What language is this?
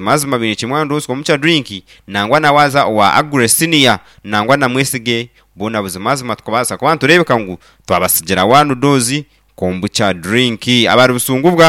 Nyankole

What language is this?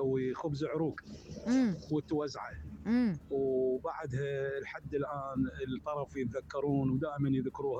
Mesopotamian Arabic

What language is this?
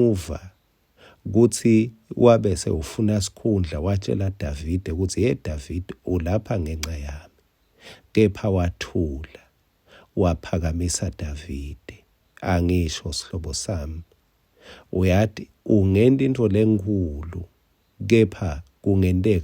Swati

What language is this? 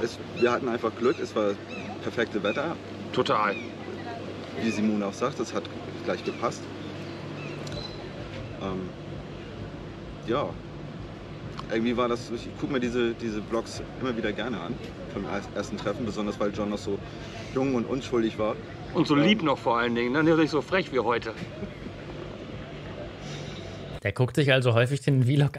German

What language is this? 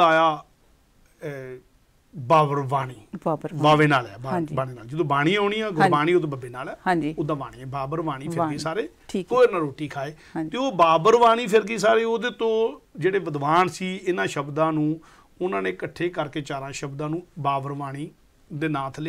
Punjabi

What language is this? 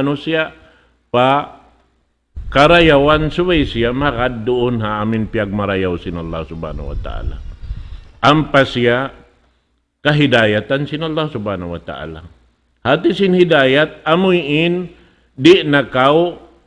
Tausug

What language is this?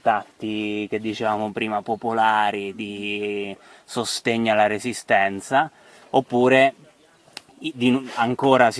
Italian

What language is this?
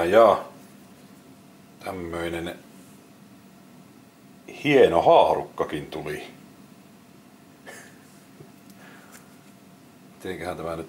Finnish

